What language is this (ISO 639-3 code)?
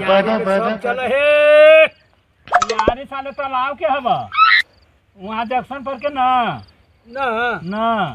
mag